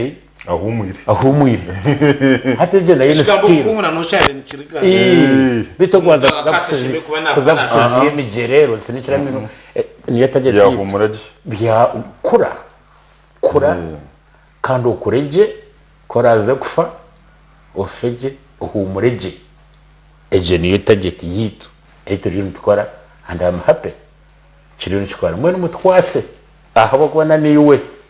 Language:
Nyankole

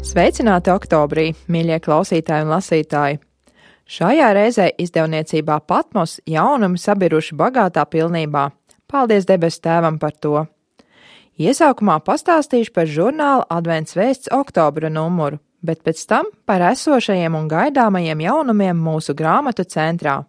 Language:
Latvian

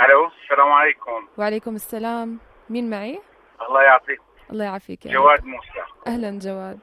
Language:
North Levantine Arabic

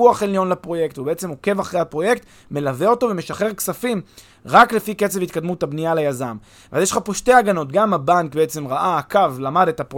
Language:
Hebrew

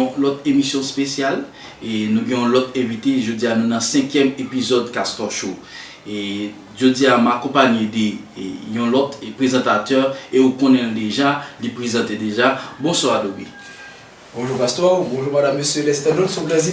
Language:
Haitian Creole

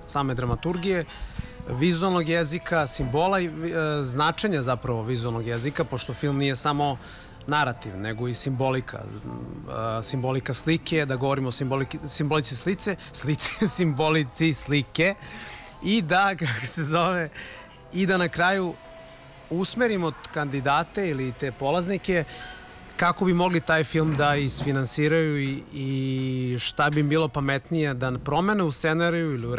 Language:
Serbian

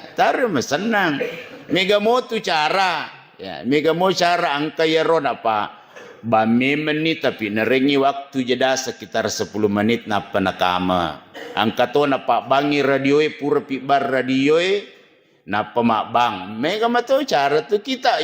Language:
Buginese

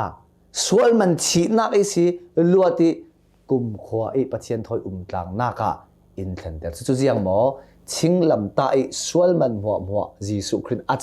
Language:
Hakha Chin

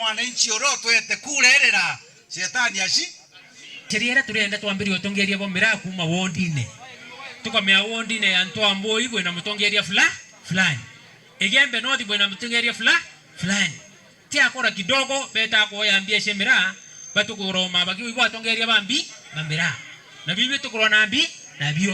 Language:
Meru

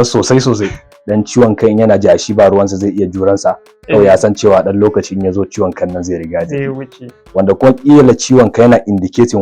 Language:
Hausa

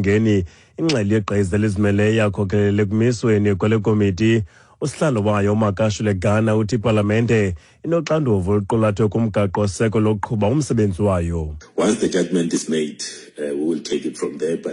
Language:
Xhosa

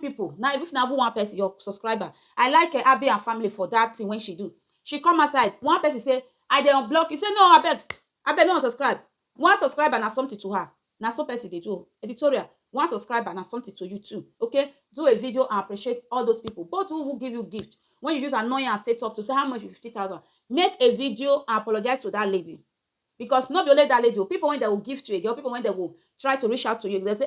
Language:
Nigerian Pidgin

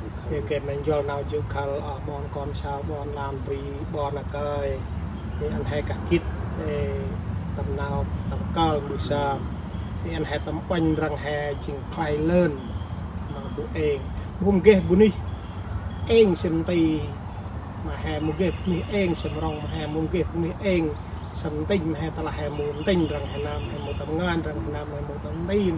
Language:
Central Mnong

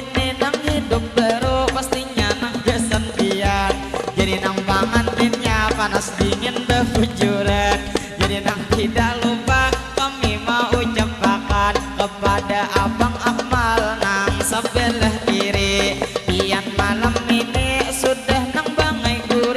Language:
Banjar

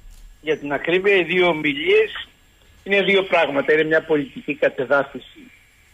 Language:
Greek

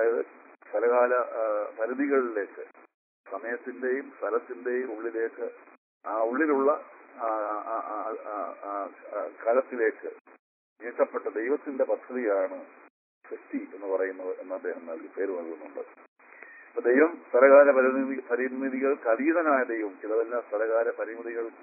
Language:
Malayalam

